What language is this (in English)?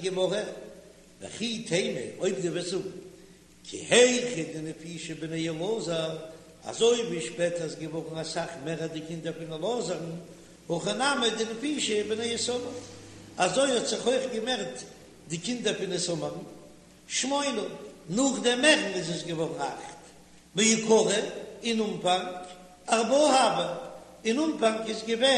Yiddish